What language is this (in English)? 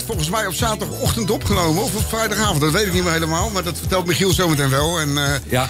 Dutch